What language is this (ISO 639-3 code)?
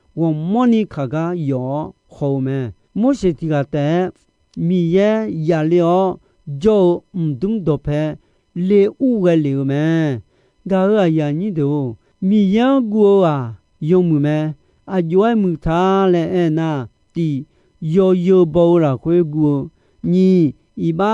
ahk